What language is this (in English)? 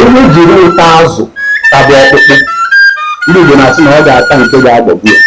Igbo